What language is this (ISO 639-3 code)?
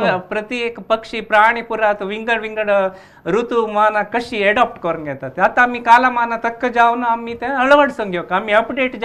kok